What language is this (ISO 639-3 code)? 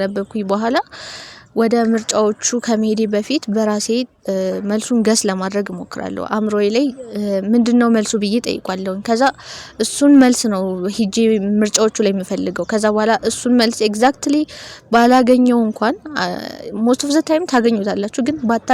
amh